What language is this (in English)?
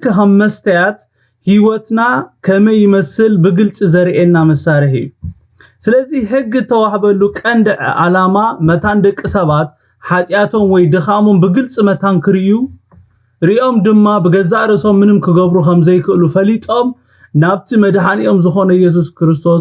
Tigrinya